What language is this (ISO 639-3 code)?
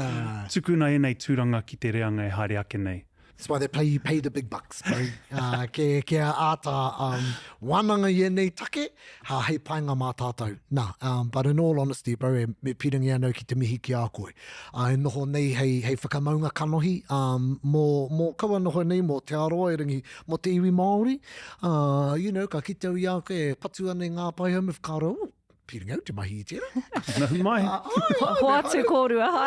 mri